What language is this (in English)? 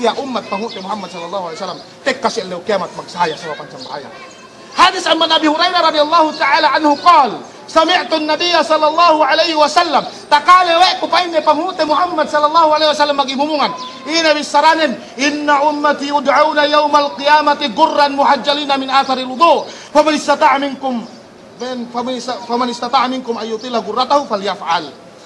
Yakan